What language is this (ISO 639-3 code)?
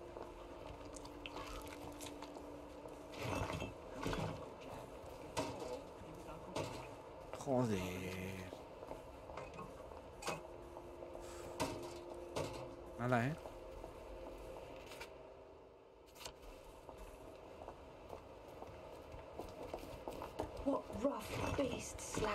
spa